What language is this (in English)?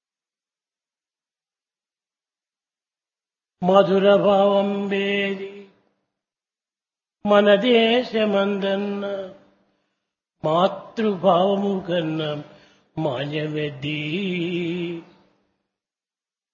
Telugu